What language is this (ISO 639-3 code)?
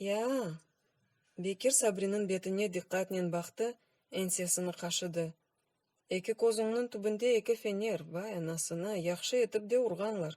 crh